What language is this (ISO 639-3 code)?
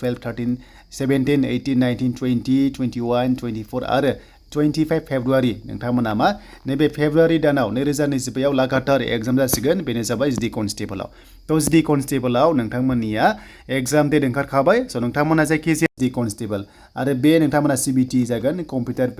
brx